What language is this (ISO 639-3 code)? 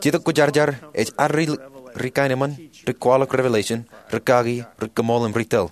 mah